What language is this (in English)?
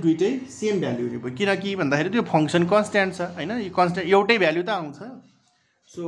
Nepali